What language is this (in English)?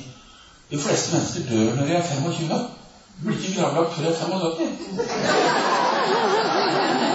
Norwegian